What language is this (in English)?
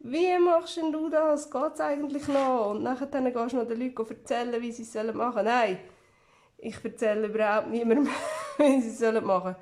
Swiss German